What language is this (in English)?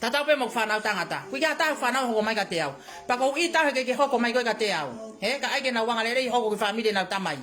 Tongan